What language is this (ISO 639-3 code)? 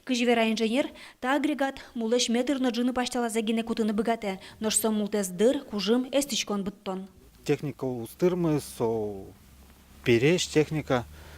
udm